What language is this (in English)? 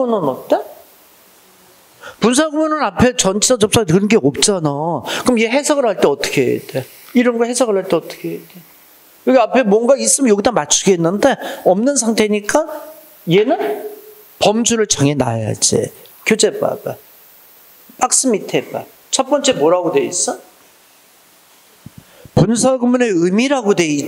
Korean